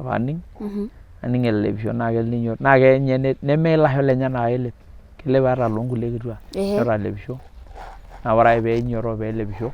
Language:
Masai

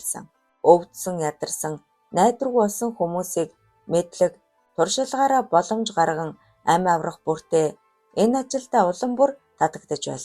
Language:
Mongolian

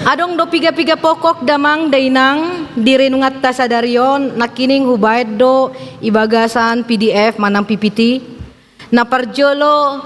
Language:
Batak Toba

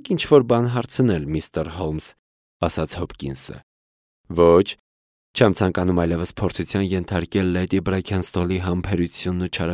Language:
Armenian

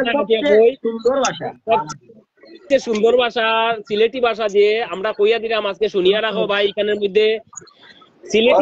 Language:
Sylheti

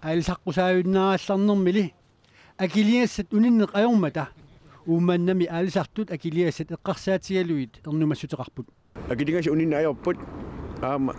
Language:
Kalaallisut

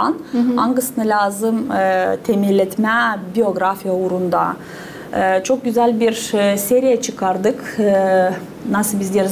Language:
Gagauz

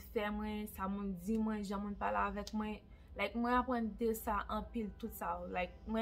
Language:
Haitian Creole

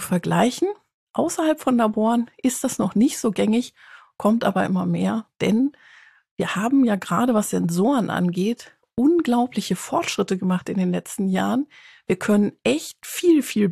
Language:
German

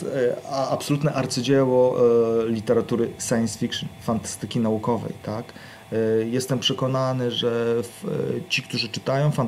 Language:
Polish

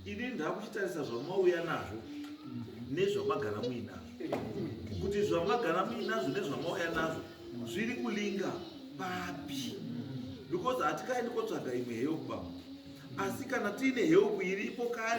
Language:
Shona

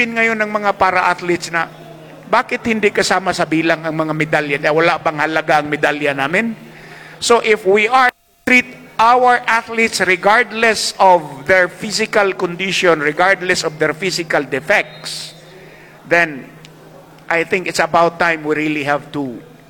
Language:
Filipino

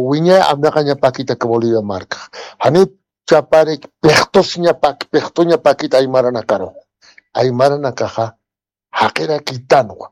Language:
Aymara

